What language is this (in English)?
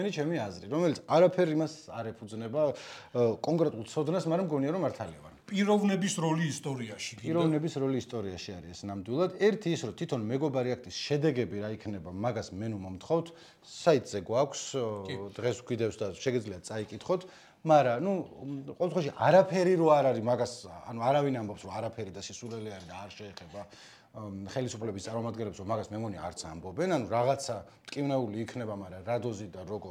Georgian